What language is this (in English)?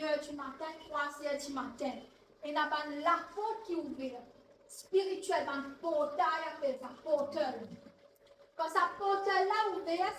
Morisyen